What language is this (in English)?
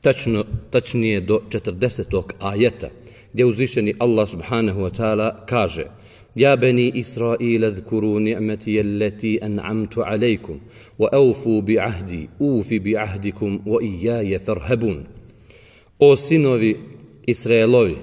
Bosnian